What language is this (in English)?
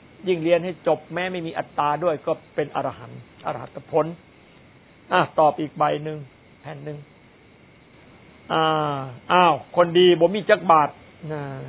Thai